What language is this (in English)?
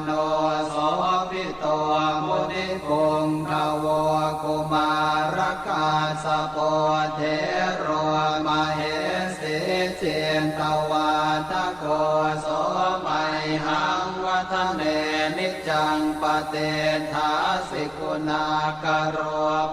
Pali